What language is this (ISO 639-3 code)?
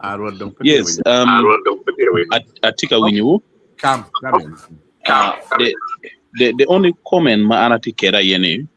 ach